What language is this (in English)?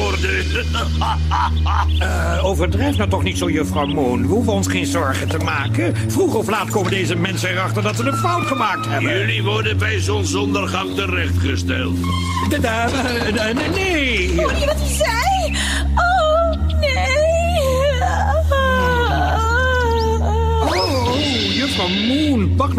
Dutch